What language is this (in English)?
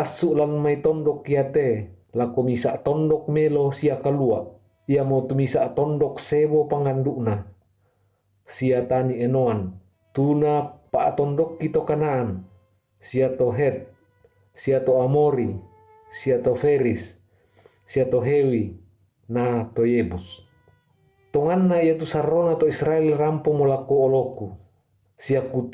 Toraja-Sa'dan